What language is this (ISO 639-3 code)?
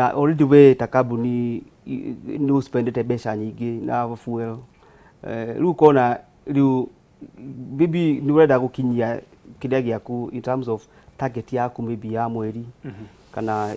kik